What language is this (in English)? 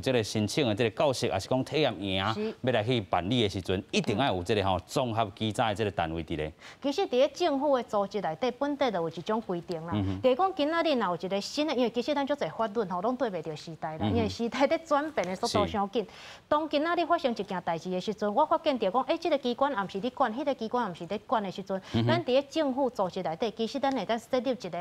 Min Nan Chinese